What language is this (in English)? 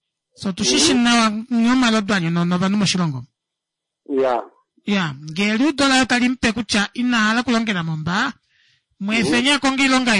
Kuanyama